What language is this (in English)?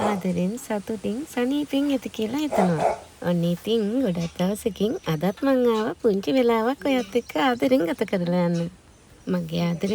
Sinhala